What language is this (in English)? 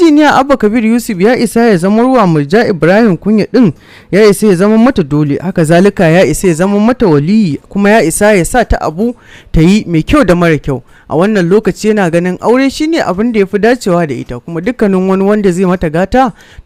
Hausa